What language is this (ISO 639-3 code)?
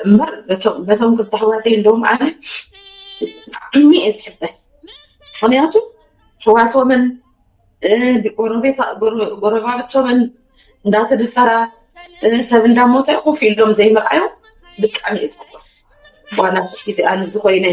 tir